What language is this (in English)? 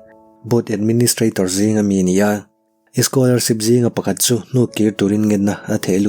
Mizo